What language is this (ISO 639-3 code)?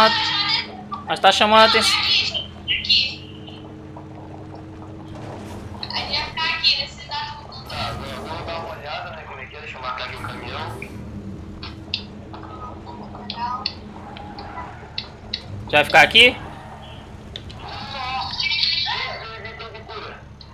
por